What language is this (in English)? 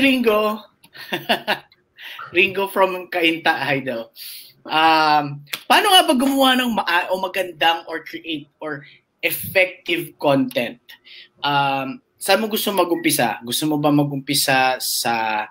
Filipino